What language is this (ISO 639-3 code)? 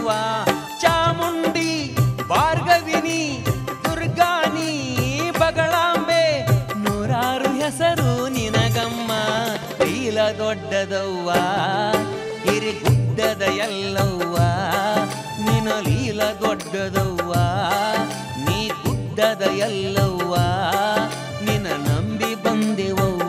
kan